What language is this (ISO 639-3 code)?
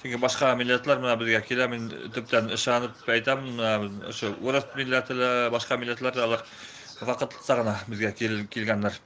bak